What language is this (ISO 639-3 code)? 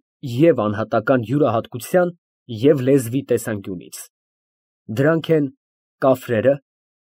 hye